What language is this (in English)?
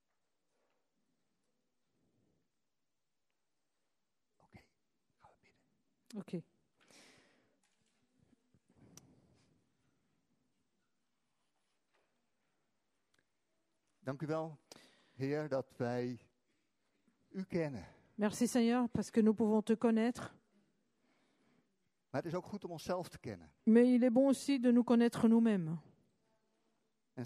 Dutch